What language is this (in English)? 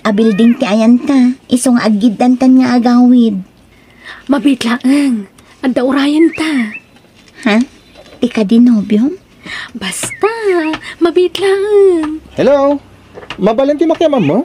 Iloko